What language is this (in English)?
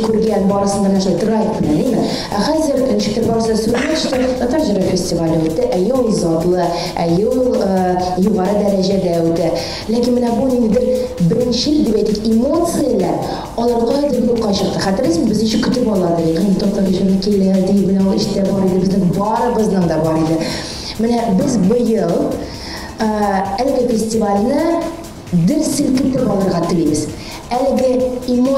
Tatar